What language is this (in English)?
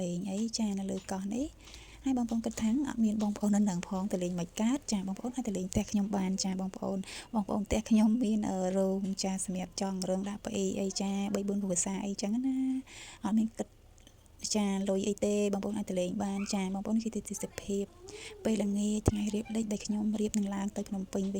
Khmer